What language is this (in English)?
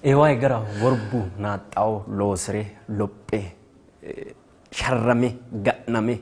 Sidamo